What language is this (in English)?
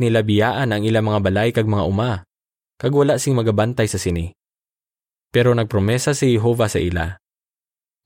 Hiligaynon